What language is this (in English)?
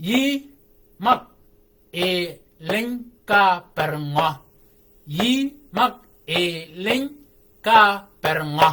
Shilluk